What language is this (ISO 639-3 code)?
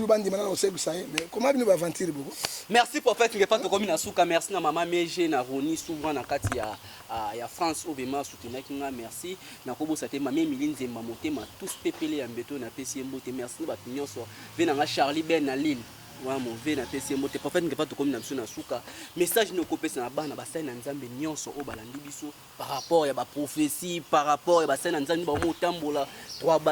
lin